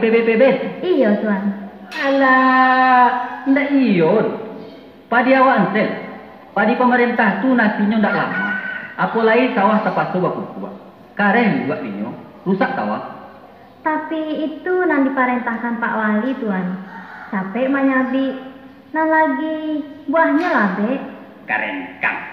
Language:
Minangkabau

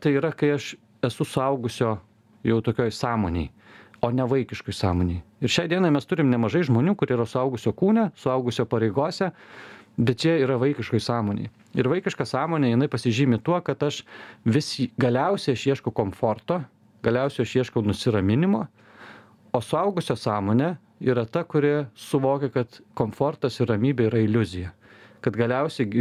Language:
Lithuanian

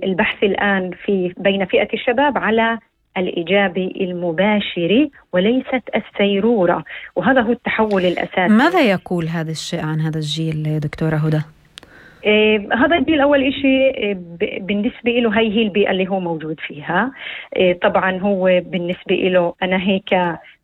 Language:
North Levantine Arabic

